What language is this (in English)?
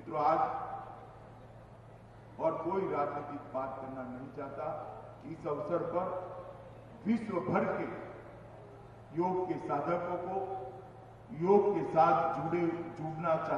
Hindi